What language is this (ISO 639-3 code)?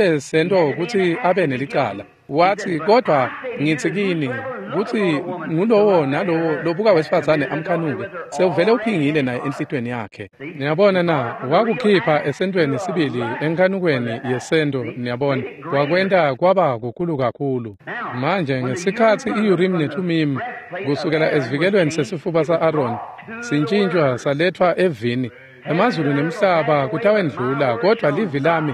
ssw